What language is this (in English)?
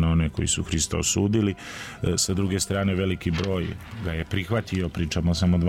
Serbian